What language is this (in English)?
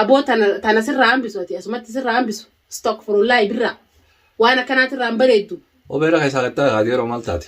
Oromo